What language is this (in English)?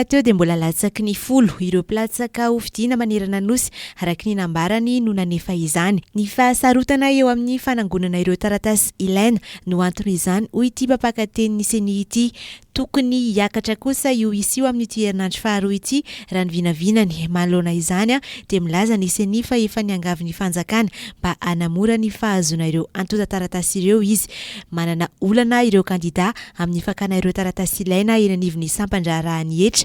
Malagasy